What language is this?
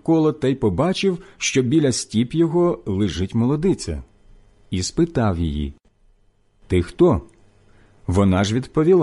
Ukrainian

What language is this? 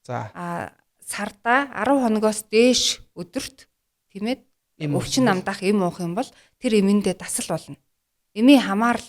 Mongolian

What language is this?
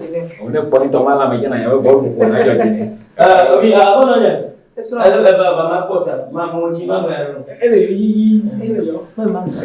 Ewe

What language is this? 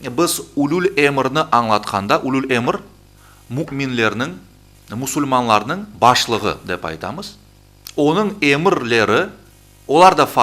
Crimean Tatar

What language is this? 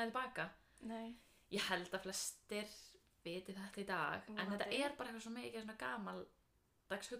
Icelandic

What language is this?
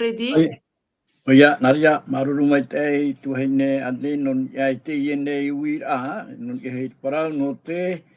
Tahitian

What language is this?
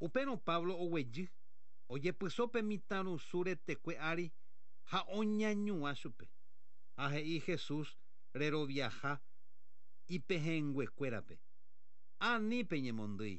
Guarani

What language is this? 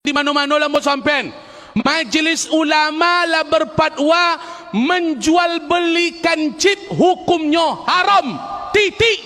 Minangkabau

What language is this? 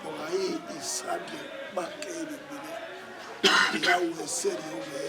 Bini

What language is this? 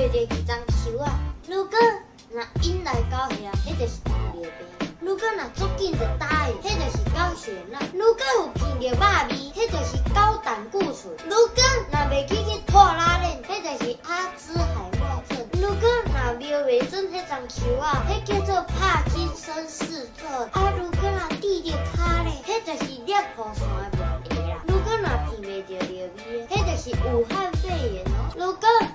Min Nan Chinese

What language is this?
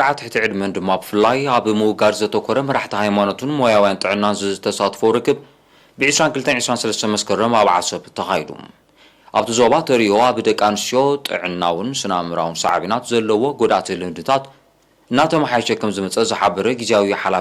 Tigrinya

